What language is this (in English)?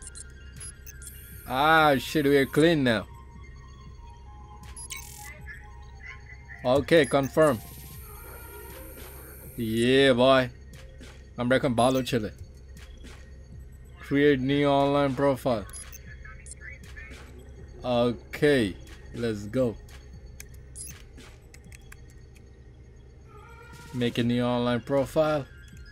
English